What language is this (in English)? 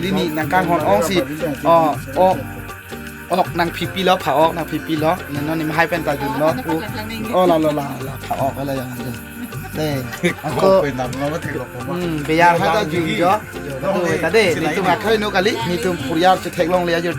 Karbi